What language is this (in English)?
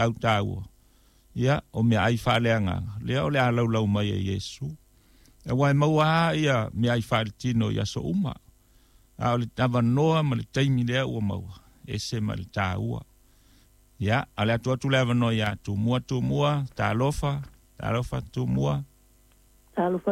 Samoan